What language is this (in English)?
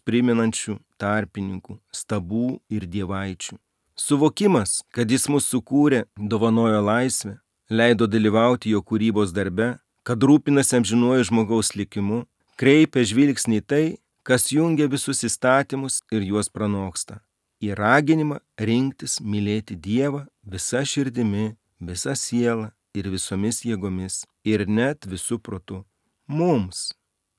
Lithuanian